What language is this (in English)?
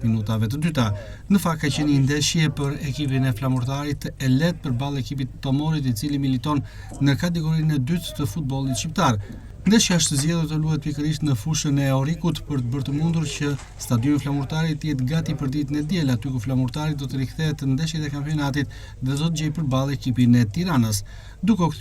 Albanian